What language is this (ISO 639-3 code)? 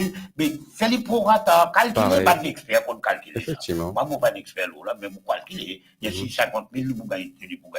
mfe